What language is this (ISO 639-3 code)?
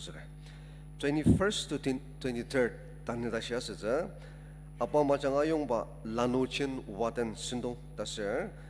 njo